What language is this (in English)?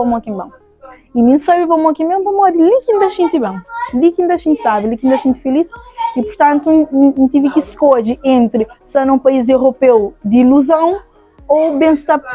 Kabuverdianu